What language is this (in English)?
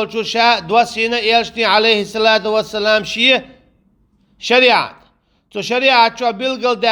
Chechen